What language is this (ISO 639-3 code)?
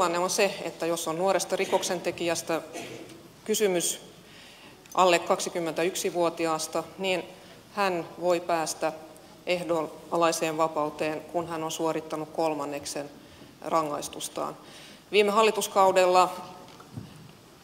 fin